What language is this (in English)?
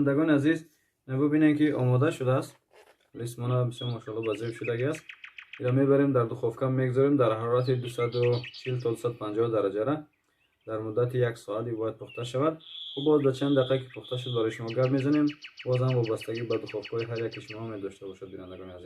Tajik